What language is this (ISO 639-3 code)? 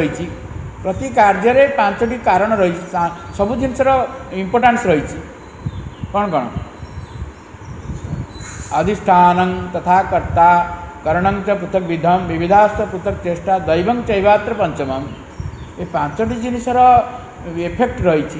ori